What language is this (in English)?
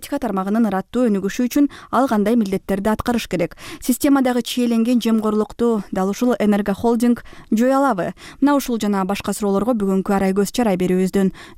Kyrgyz